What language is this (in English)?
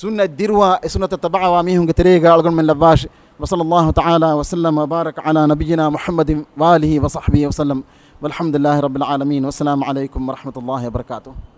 Divehi